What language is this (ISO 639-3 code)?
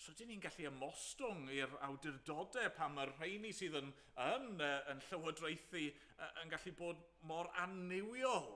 cym